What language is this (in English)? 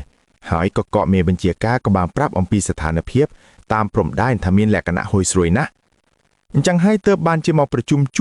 Khmer